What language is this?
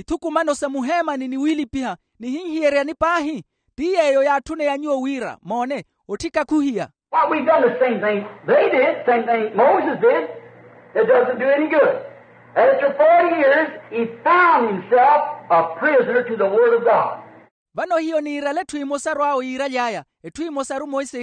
Makhuwa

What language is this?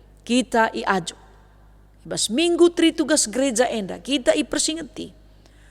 Batak Karo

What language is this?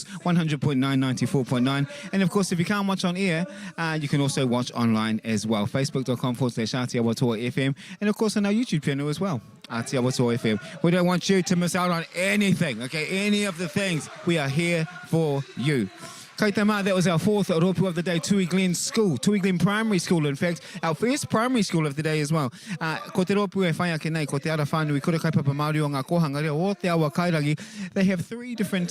Māori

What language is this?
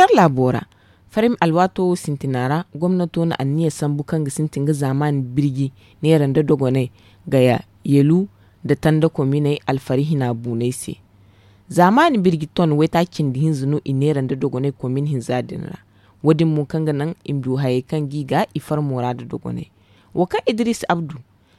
Zarma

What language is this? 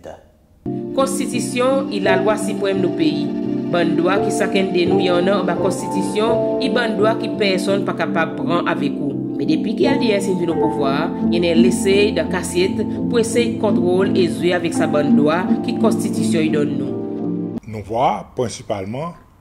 Seselwa Creole French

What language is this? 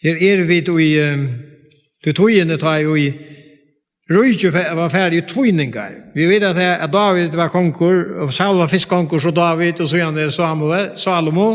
Faroese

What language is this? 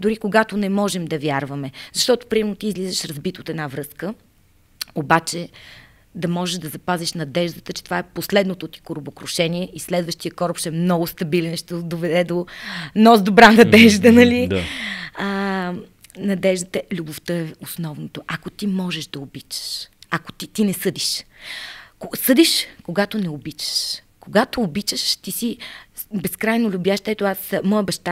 Bulgarian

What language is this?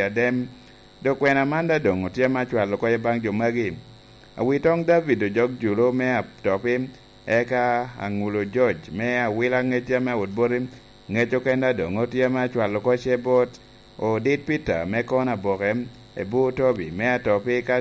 Lango (Uganda)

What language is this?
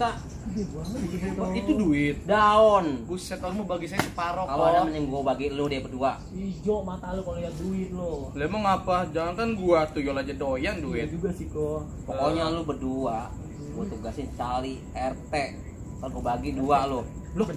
Betawi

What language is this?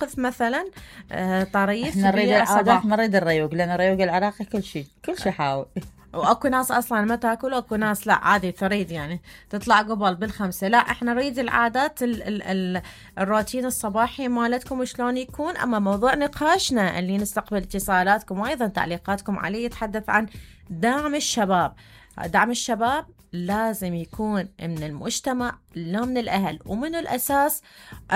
Mesopotamian Arabic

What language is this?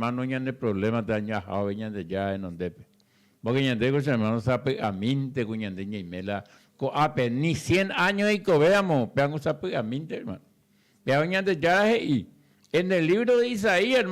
Guarani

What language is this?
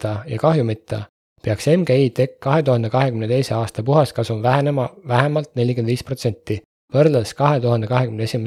Estonian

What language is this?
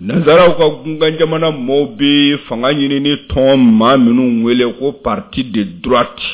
Bambara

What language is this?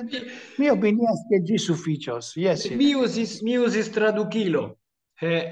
Esperanto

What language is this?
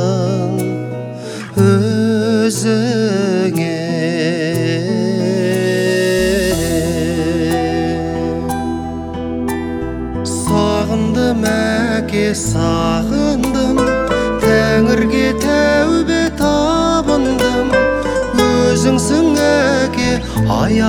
Kazakh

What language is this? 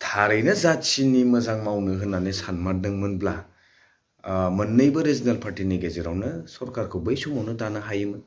Bodo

